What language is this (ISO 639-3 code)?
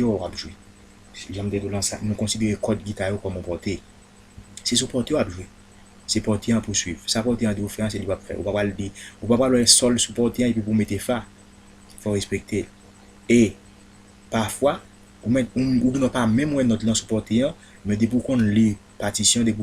hat